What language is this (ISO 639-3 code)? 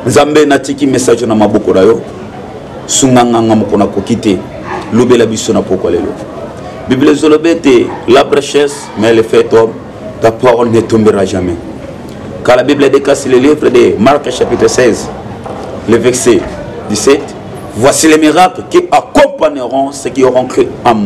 lin